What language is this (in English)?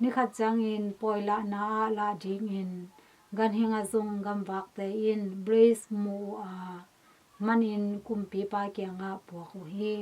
Tedim Chin